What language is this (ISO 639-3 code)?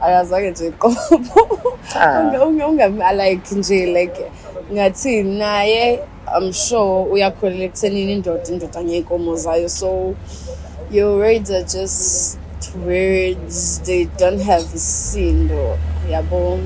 zul